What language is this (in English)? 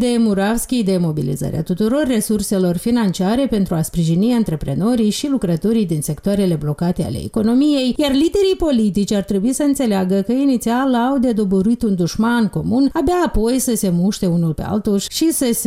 Romanian